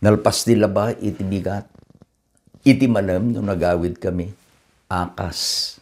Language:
Iloko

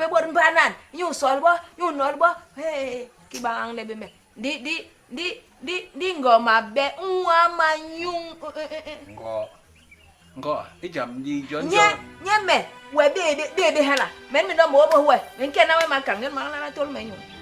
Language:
Basaa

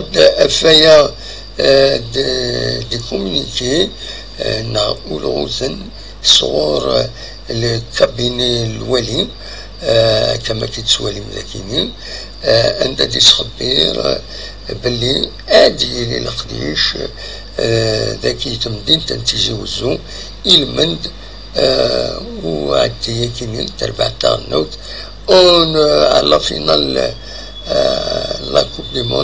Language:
Kabyle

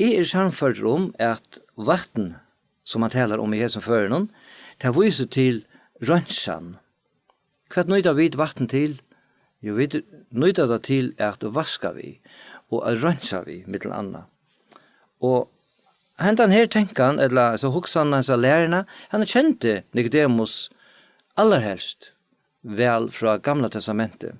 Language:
Faroese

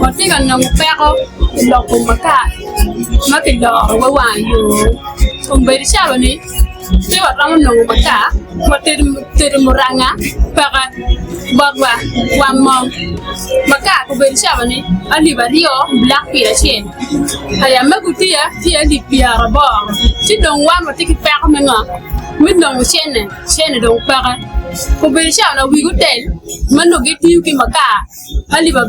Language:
Acoli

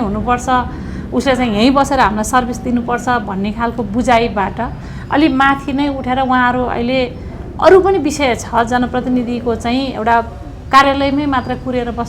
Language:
Nepali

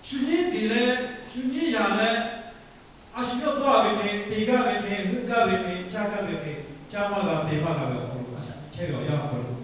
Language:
Lahu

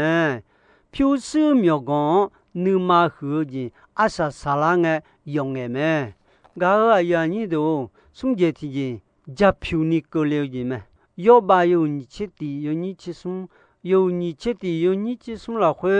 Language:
Akha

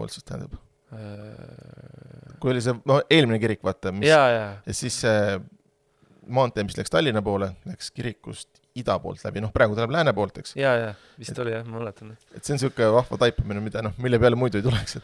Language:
Estonian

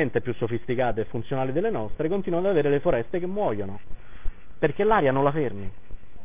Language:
Italian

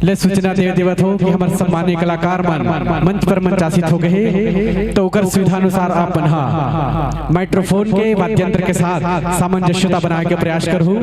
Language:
Chhattisgarhi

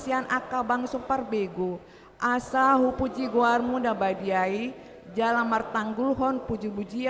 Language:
Batak Toba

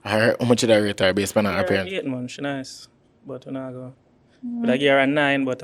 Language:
Jamaican Creole English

